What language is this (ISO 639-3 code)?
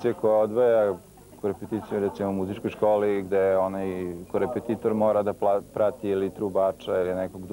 srp